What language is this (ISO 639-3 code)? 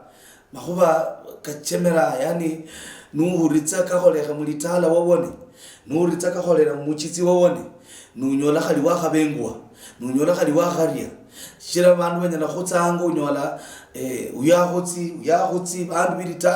luy